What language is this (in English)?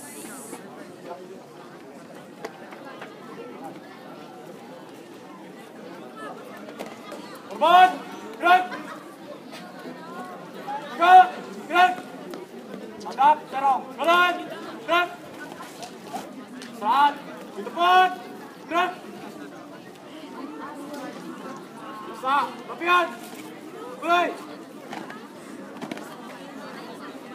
Indonesian